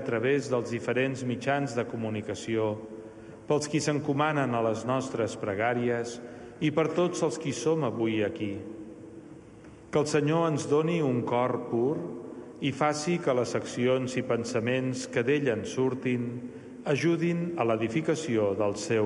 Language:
Catalan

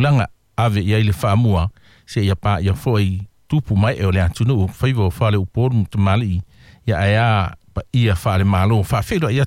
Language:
Samoan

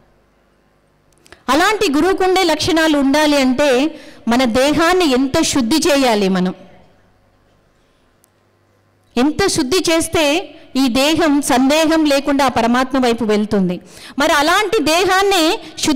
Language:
Telugu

